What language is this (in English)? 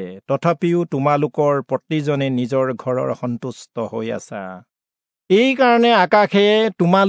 Assamese